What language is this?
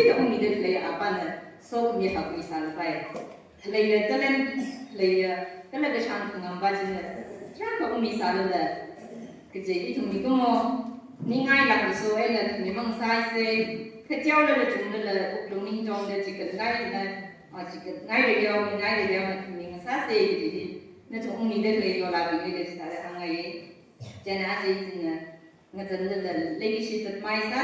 Tangkhul Naga (India)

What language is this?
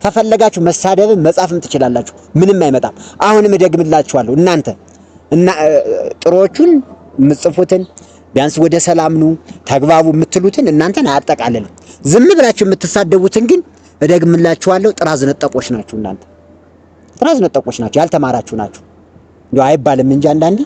Amharic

